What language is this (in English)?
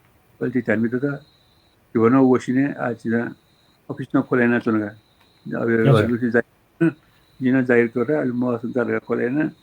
Newari